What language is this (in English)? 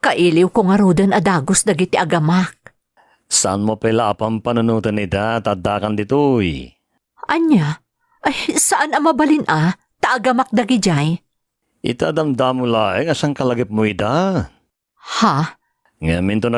Iloko